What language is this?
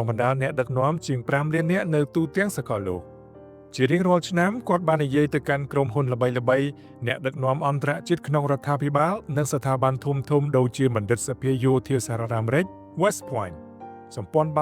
Khmer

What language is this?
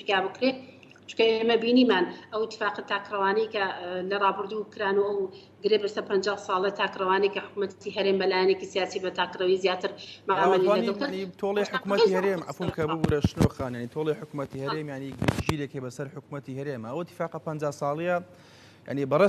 Central Kurdish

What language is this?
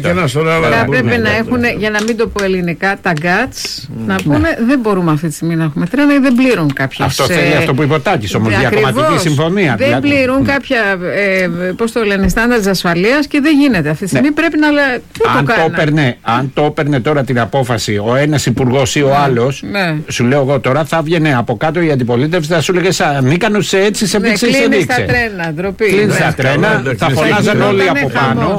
Greek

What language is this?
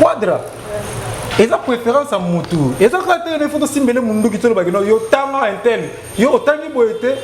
Lingala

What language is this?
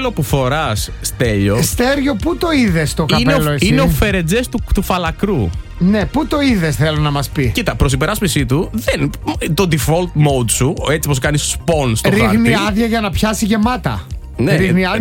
Greek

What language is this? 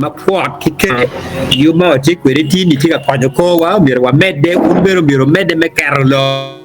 Acoli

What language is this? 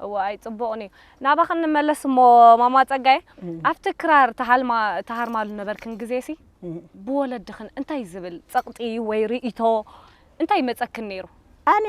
Tigrinya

